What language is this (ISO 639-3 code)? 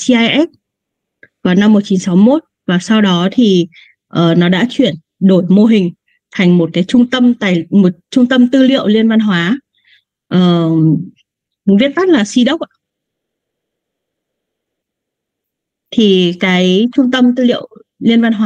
vie